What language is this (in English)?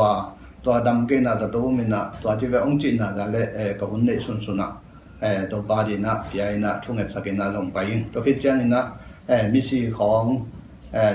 Tedim Chin